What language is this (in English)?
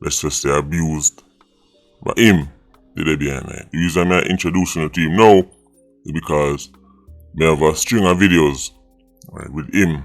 Jamaican Creole English